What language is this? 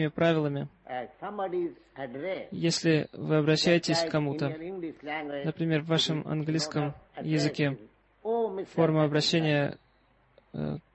Russian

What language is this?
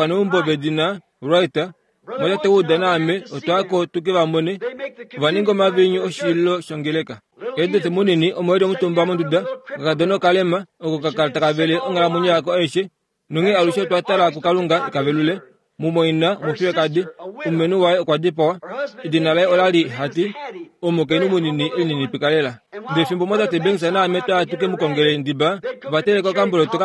Kuanyama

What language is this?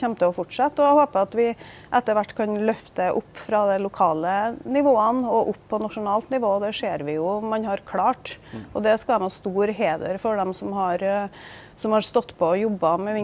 Norwegian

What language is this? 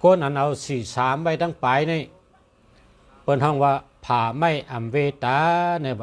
Shan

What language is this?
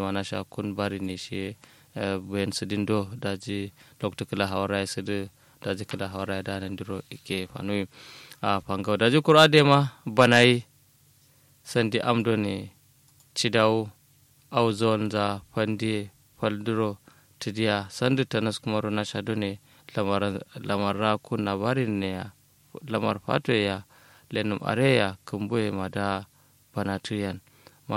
Kanuri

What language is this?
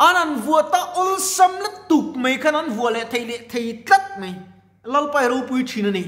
Mizo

